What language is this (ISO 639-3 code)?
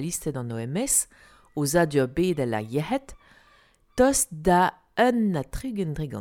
bre